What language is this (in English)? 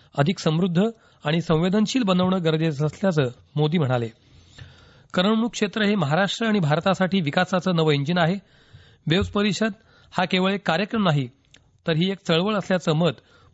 Marathi